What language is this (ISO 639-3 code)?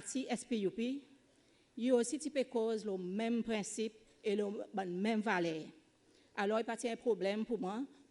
crs